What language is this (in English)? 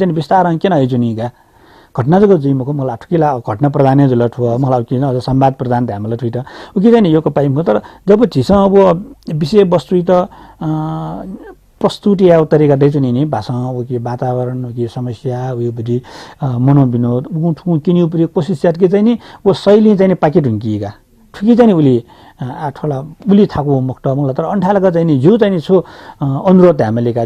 Newari